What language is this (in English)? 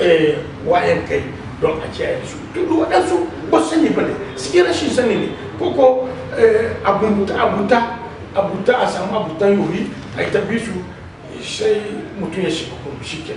Hausa